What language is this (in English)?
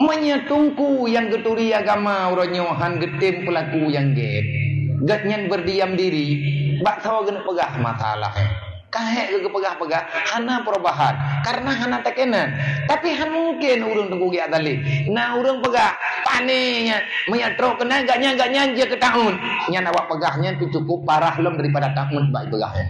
Achinese